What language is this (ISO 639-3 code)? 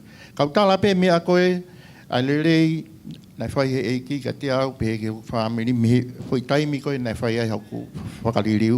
ton